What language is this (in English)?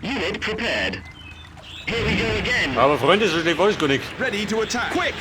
Bavarian